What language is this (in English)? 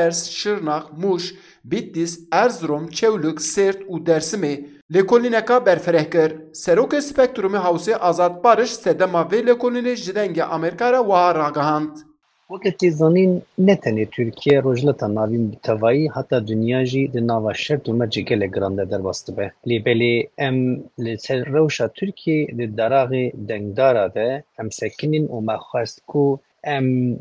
Kurdish